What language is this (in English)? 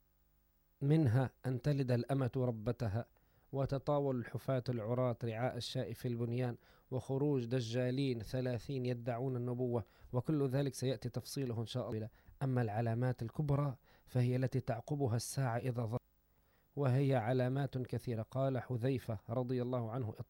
Arabic